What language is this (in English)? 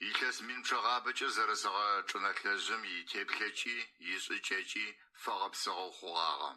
Adyghe